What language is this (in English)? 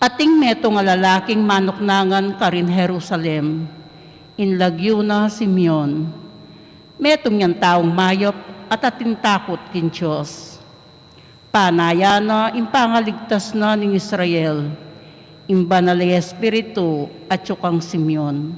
Pampanga